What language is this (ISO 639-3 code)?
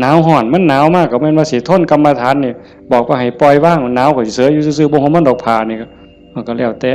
tts